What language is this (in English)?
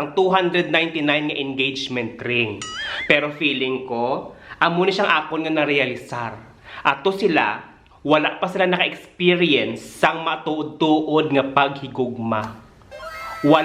Hiligaynon